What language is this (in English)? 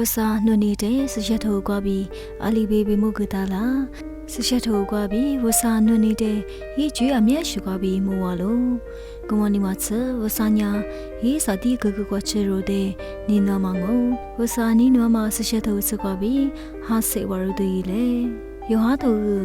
Lisu